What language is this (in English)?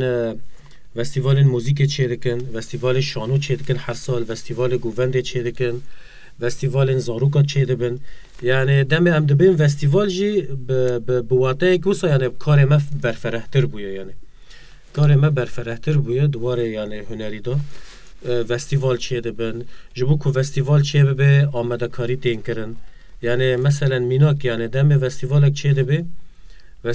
Kurdish